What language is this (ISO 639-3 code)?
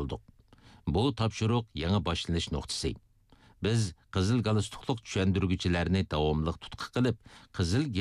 uig